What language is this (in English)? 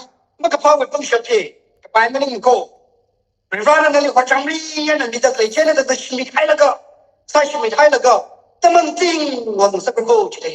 Tangkhul Naga (India)